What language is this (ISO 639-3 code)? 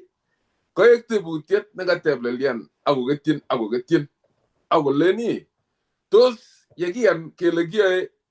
kln